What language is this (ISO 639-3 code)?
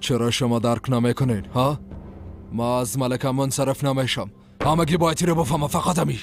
fas